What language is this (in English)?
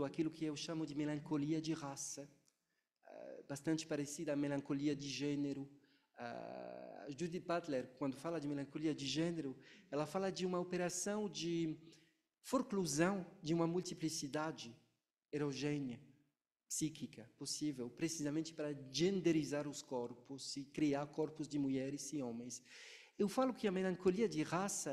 Portuguese